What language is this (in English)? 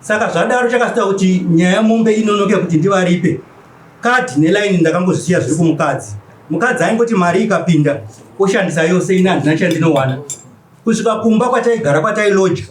Shona